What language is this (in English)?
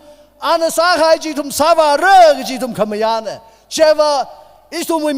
Tangkhul Naga (India)